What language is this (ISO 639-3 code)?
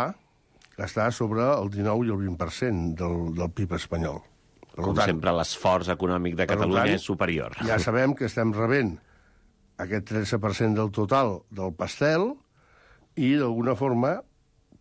cat